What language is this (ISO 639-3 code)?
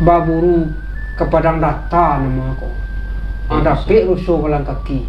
min